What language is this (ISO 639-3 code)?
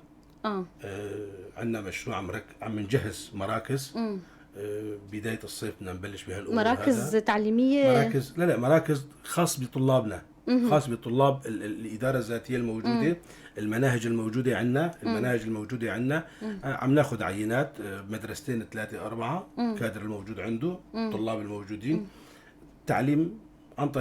apc